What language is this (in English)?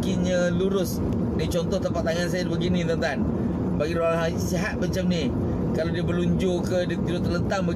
Malay